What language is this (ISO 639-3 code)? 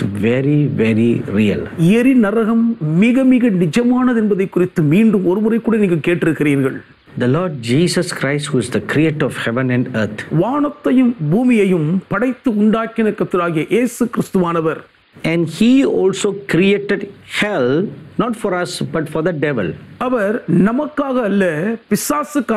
tam